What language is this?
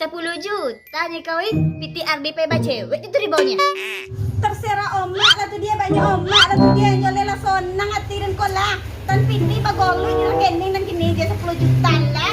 Minangkabau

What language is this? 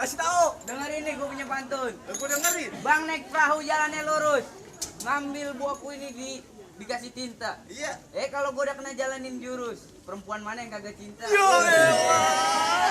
Betawi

